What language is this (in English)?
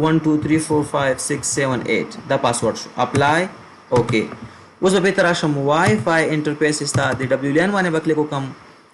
Pashto